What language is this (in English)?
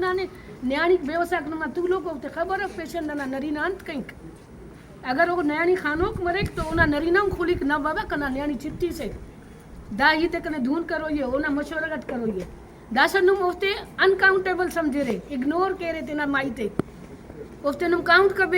Brahui